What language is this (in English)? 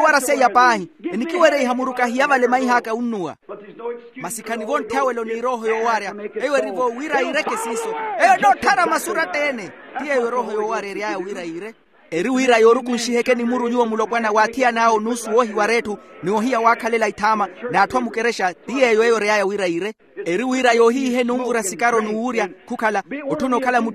Makhuwa